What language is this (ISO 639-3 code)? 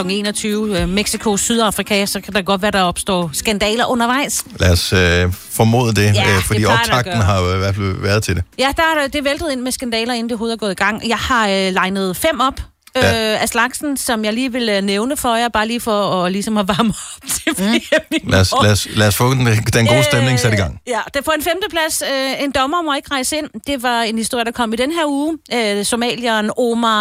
dan